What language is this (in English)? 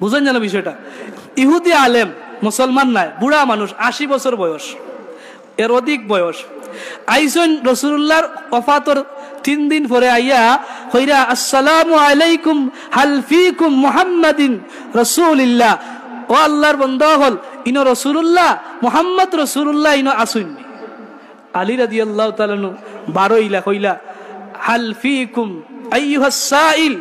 Sylheti